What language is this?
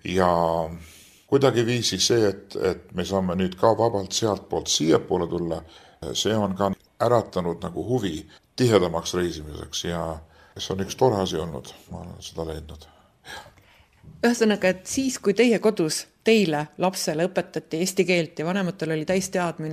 Estonian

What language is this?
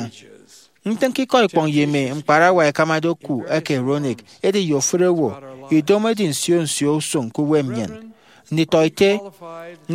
Efik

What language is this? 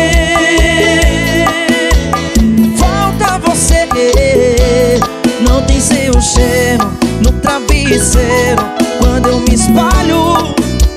Portuguese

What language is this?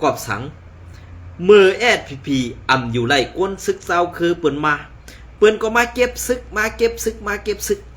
Shan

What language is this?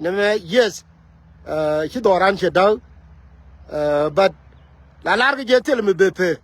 Nuer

